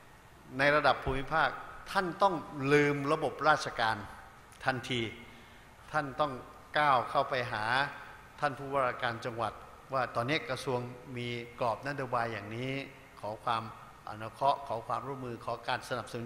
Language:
Thai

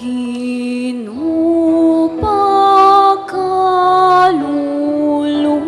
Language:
Pampanga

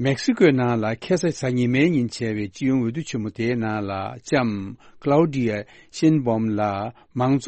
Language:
Tibetan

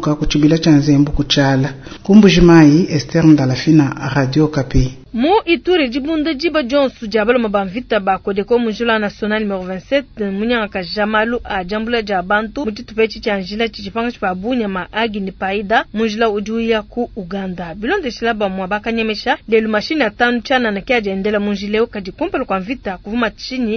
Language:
Luba-Lulua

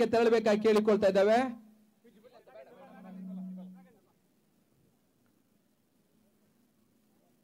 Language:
Kannada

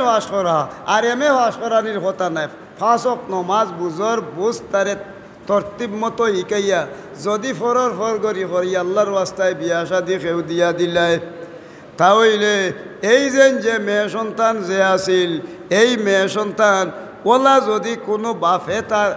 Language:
Sylheti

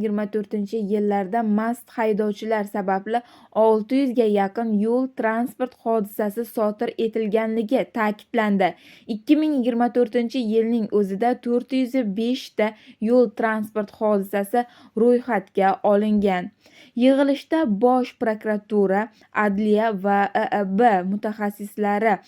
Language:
Uzbek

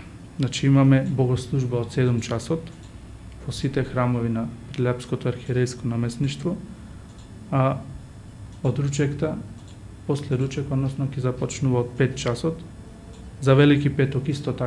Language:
Macedonian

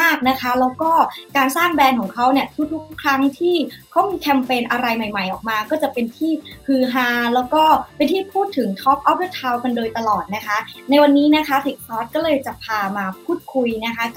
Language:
Thai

